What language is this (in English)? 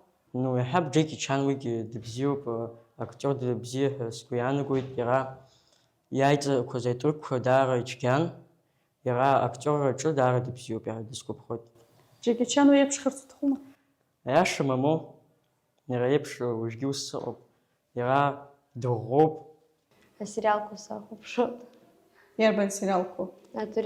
Abkhazian